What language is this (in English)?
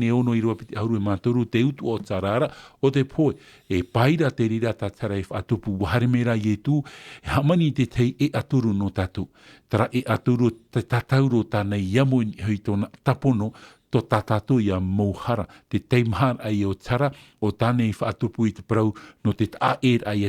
Tahitian